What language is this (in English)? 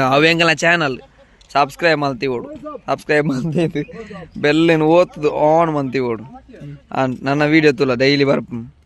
Tulu